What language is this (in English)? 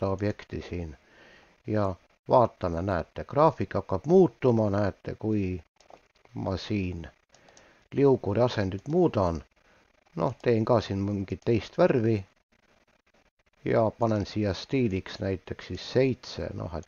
Estonian